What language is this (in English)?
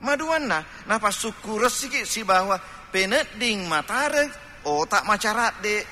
Buginese